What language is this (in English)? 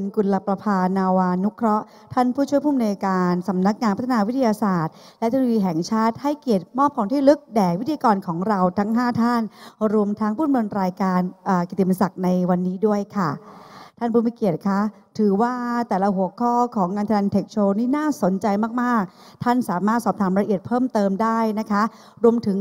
Thai